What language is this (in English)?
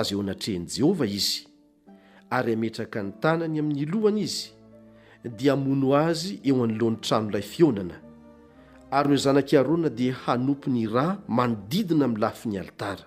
Malagasy